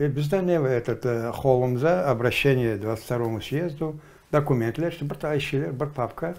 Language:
Crimean Tatar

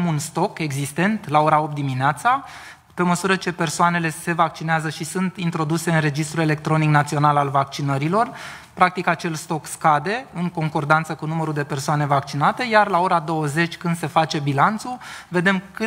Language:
Romanian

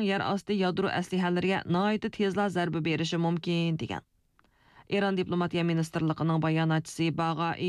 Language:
Uyghur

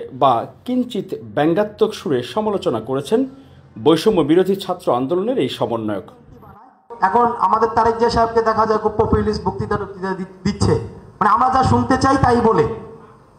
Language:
Bangla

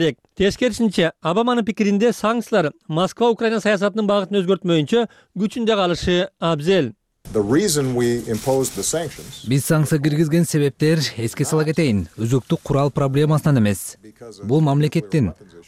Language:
Kyrgyz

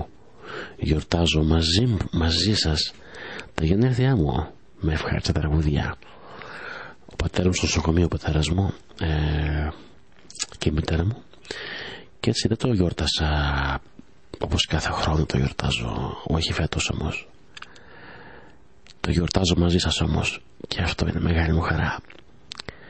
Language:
Greek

